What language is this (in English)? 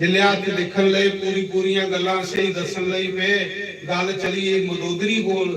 Dogri